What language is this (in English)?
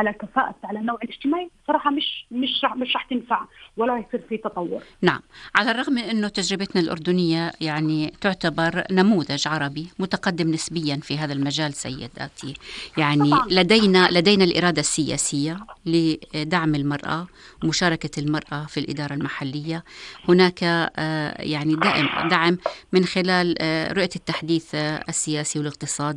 North Levantine Arabic